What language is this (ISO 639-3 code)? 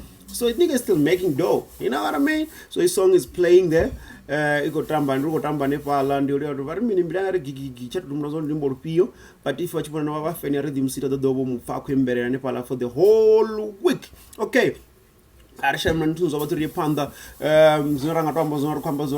ven